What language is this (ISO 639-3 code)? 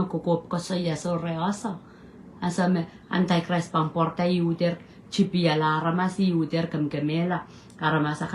pon